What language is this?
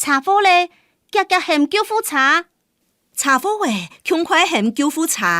Hakka Chinese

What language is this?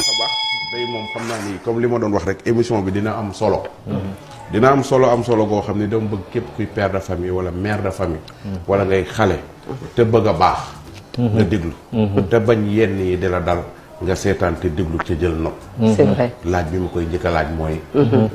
Wolof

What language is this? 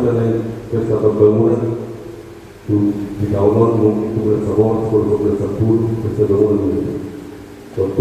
Batak Toba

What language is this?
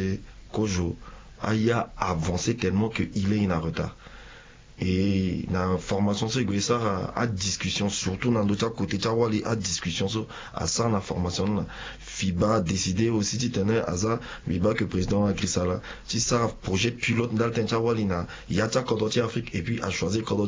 Sango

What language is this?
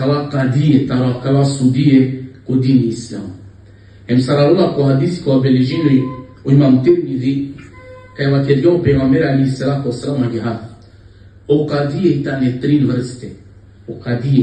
Balkan Romani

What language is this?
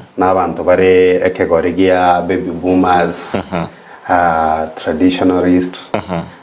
Gusii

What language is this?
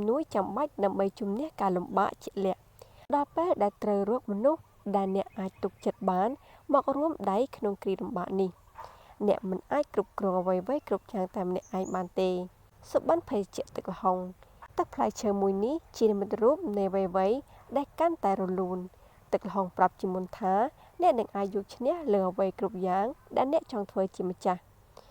Khmer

